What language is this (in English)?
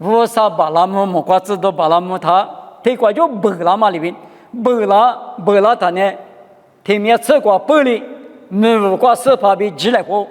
Lisu